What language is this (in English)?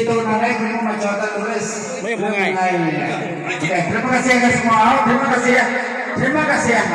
Iban